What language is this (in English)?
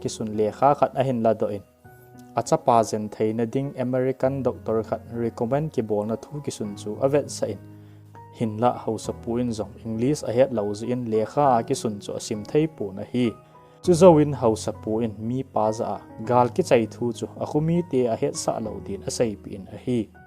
Thado Chin